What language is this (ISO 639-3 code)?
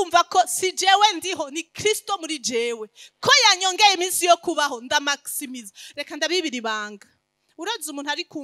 run